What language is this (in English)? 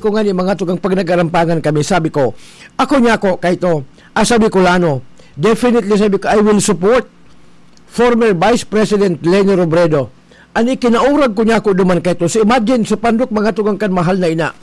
Bikol